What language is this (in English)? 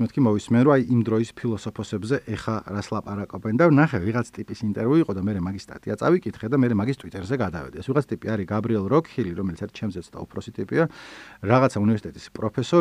Georgian